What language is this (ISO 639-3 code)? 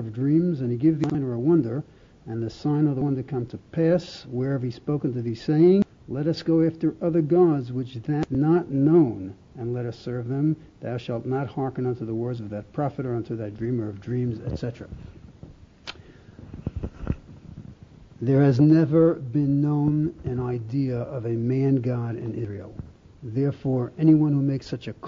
eng